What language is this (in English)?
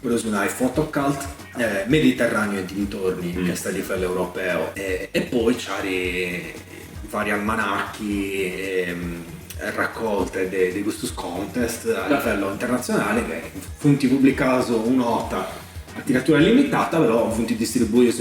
Sardinian